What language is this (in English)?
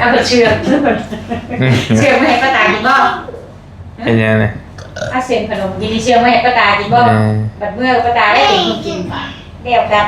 Northeastern Thai